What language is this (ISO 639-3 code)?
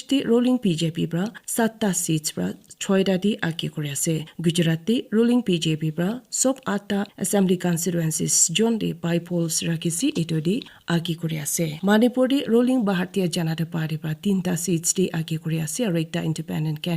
nag